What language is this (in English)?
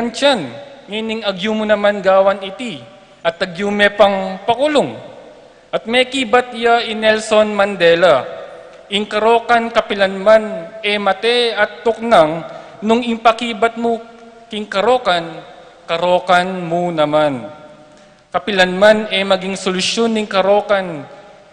Pampanga